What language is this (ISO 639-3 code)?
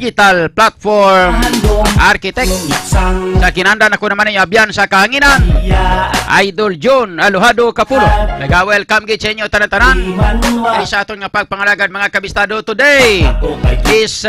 hil